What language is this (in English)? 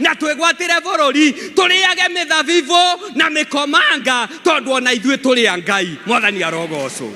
Kikuyu